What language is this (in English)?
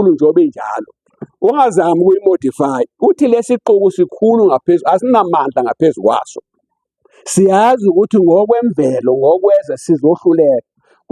Zulu